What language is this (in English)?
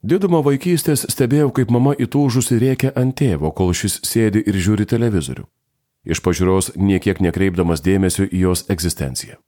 Lithuanian